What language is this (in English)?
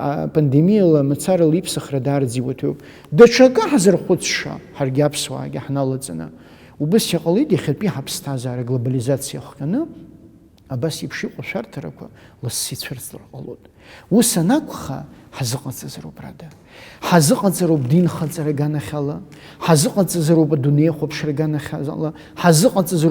Abkhazian